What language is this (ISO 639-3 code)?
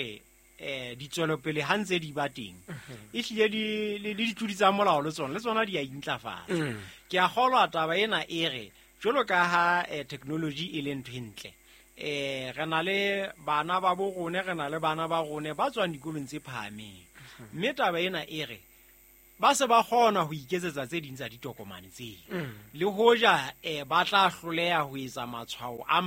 sot